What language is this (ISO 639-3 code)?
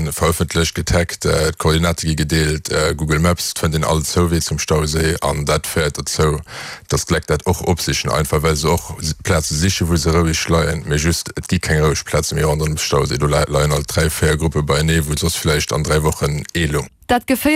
ltz